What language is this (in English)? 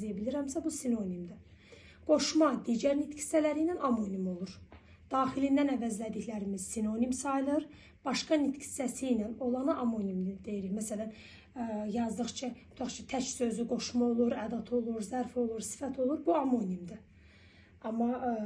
Azerbaijani